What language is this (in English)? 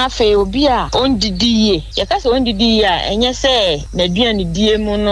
Akan